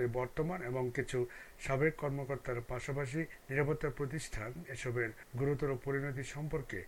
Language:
Bangla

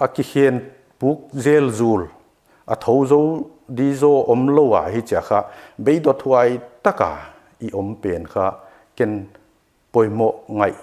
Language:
Paite Chin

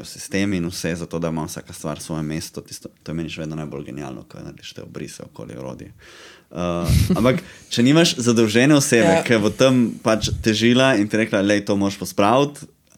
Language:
Slovenian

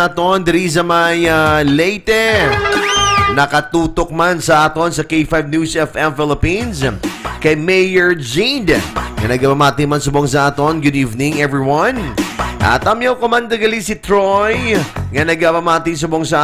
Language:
Hiligaynon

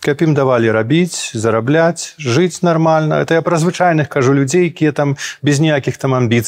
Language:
Belarusian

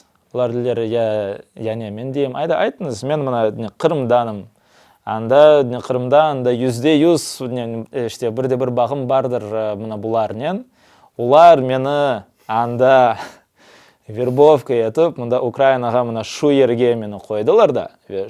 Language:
Crimean Tatar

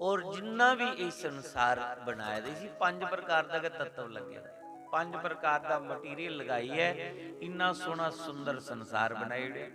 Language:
Dogri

